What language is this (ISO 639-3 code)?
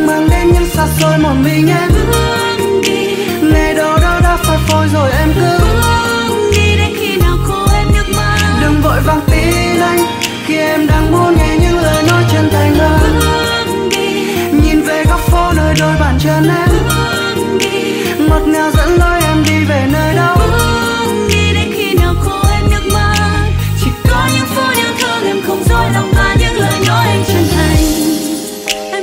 vie